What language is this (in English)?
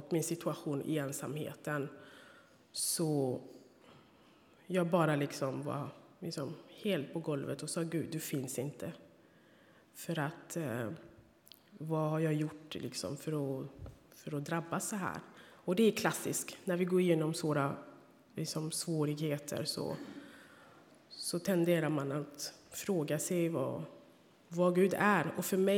Swedish